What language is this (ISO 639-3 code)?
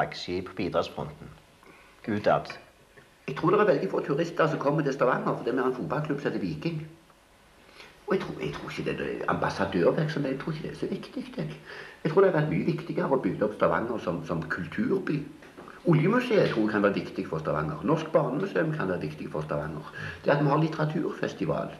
nor